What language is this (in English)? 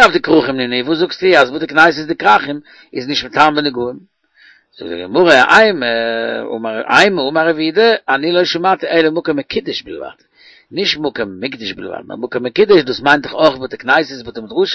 Yiddish